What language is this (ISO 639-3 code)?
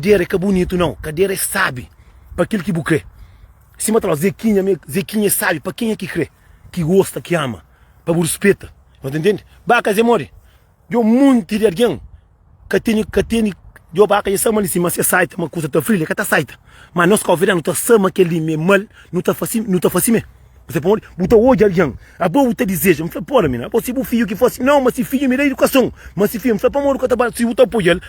kea